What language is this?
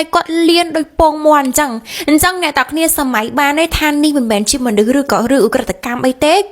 Khmer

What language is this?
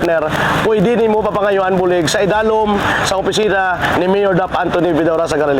Hiligaynon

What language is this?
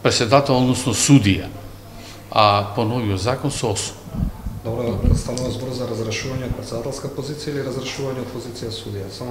Macedonian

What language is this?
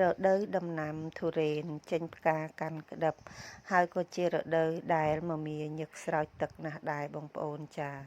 Khmer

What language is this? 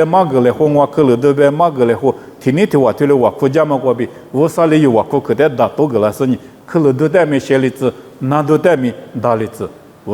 Lisu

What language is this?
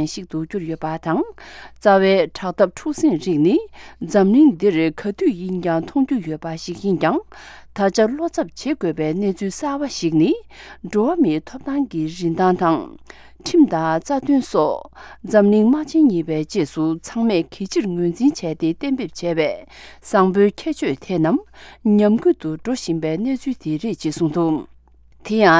Tibetan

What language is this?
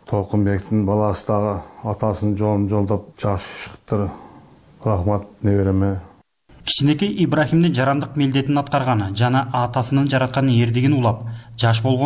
Kyrgyz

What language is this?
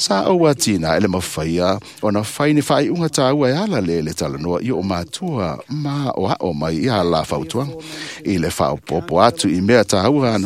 Samoan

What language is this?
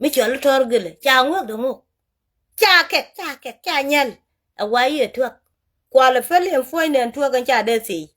Nuer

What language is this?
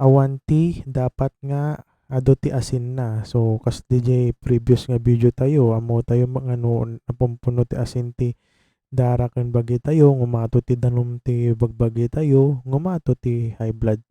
Iloko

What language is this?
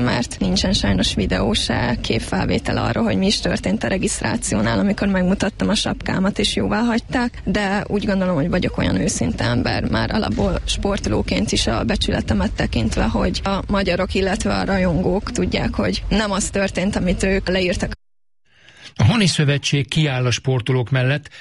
Hungarian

